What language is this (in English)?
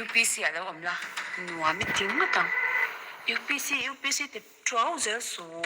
Mizo